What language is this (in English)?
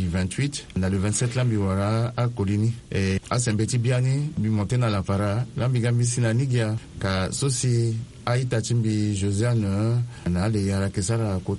Sango